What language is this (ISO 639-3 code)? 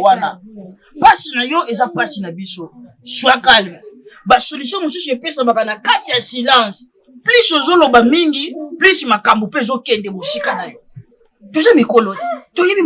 lin